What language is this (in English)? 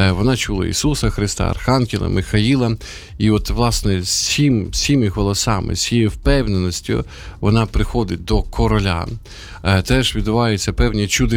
Ukrainian